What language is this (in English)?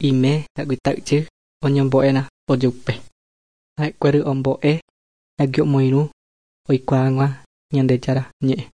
Guarani